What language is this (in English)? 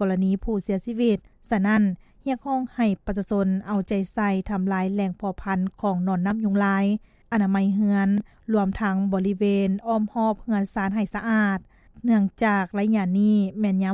Lao